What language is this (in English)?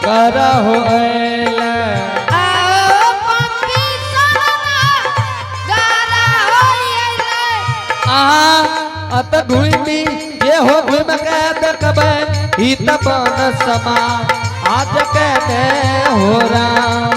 Angika